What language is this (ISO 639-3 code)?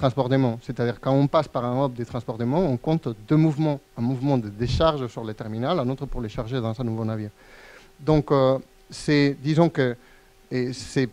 fra